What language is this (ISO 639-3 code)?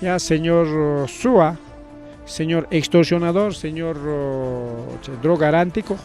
quy